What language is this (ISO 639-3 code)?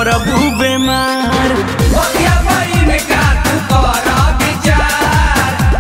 bho